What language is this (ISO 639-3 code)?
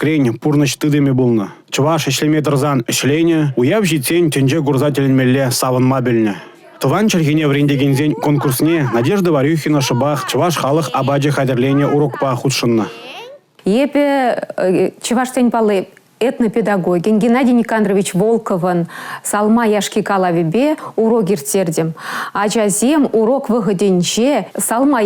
chv